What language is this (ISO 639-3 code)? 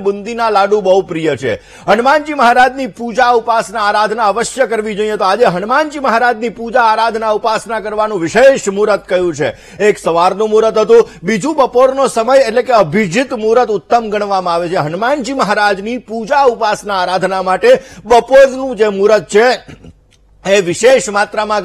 guj